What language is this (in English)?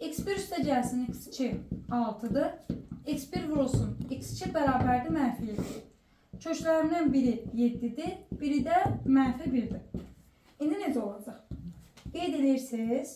Azerbaijani